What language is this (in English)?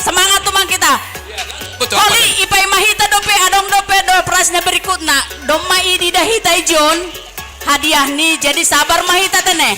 Batak Simalungun